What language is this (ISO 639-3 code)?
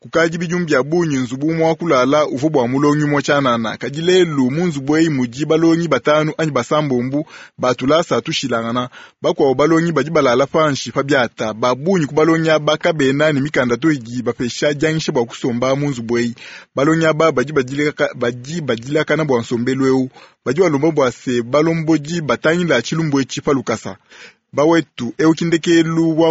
lua